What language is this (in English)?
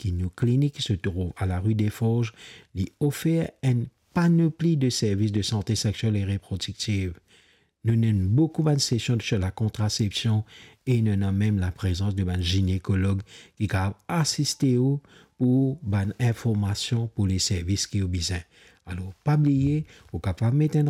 Morisyen